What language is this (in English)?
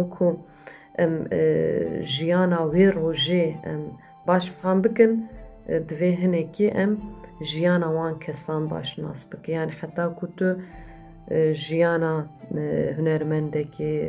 Kurdish